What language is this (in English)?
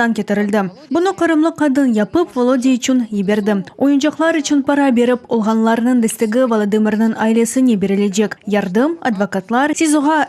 Crimean Tatar